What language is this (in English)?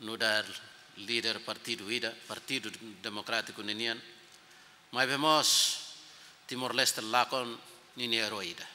Tetum